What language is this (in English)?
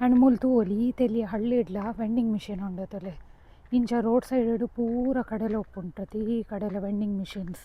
Tulu